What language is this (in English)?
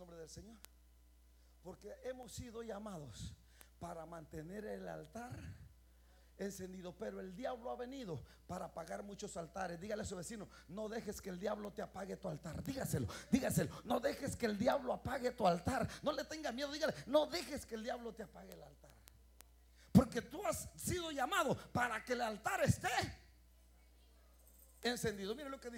Spanish